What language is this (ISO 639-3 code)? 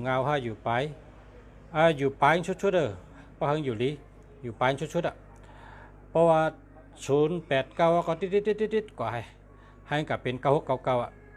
shn